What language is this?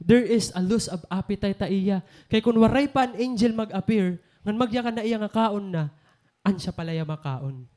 Waray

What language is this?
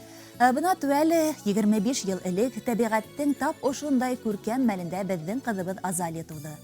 Bashkir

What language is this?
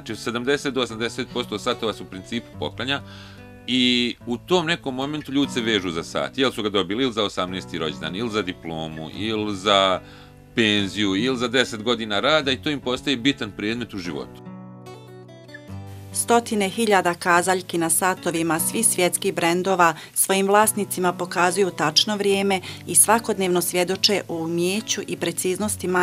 Bosnian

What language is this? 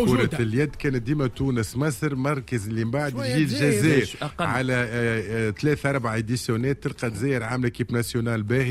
Tunisian Arabic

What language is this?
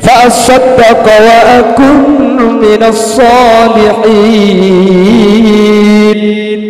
Madurese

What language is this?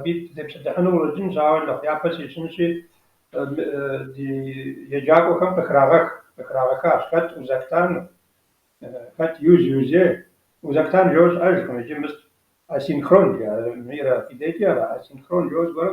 Kabardian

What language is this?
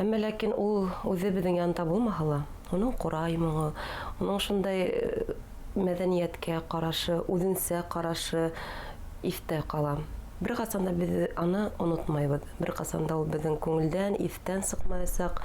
Bashkir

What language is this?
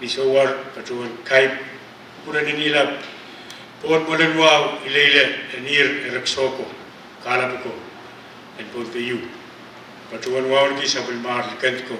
Pohnpeian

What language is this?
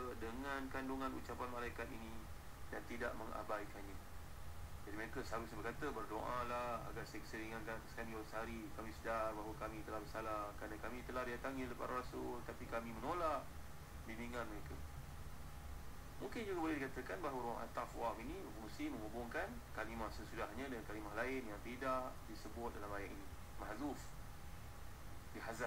Malay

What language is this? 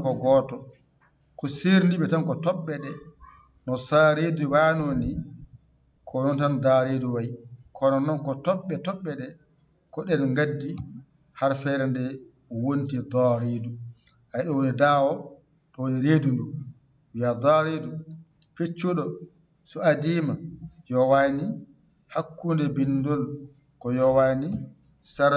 Fula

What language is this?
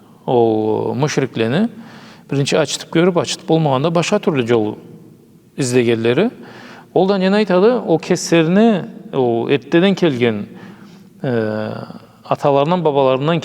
Karachay-Balkar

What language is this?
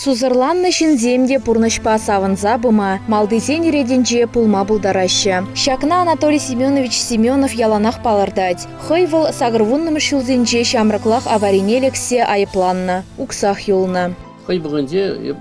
Chuvash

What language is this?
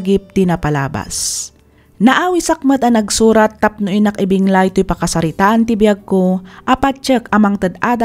Iloko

